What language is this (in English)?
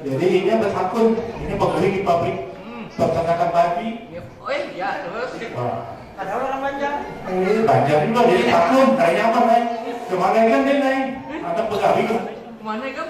Banjar